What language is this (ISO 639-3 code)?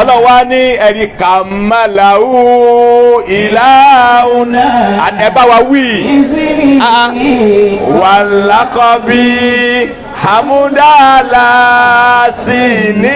yor